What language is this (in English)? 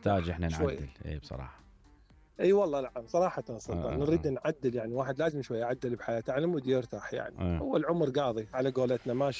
Mesopotamian Arabic